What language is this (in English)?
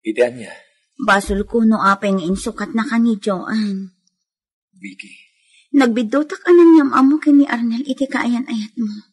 Iloko